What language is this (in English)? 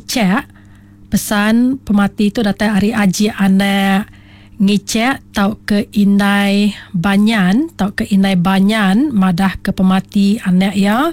Iban